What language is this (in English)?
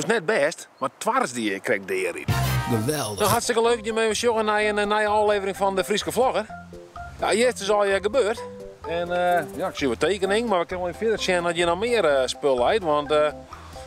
Dutch